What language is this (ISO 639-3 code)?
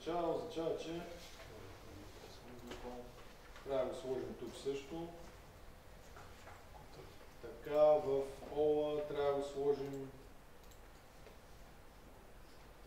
bul